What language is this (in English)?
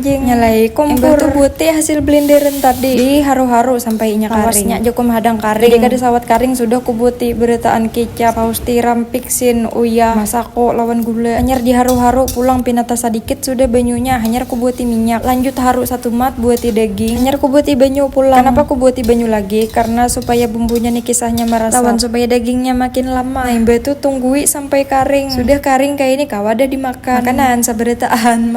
Banjar